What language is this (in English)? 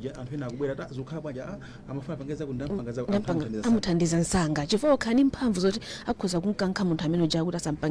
Nyanja